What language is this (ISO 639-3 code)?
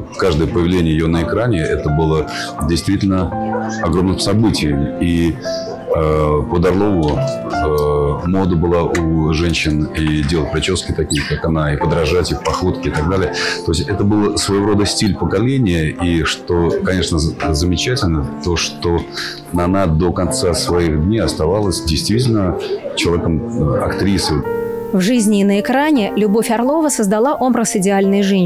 rus